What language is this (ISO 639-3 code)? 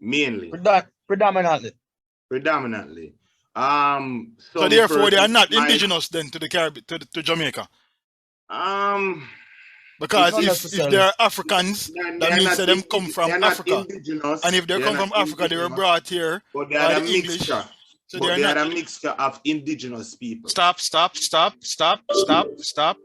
jam